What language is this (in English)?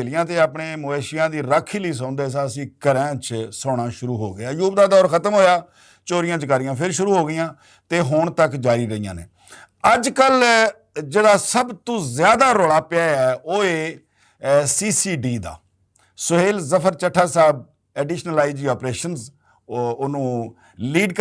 Western Panjabi